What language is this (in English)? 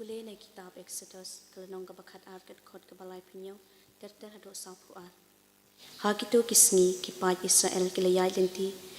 Khasi